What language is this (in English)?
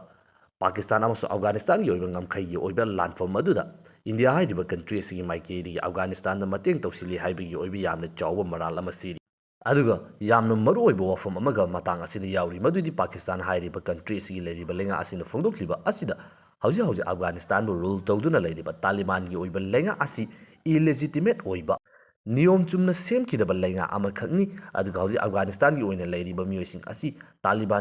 Manipuri